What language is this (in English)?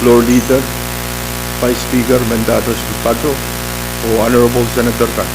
Pohnpeian